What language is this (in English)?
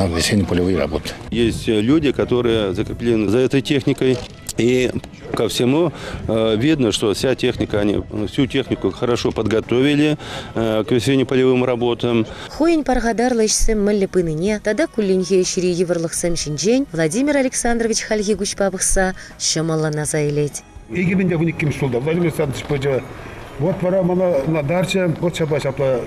Chuvash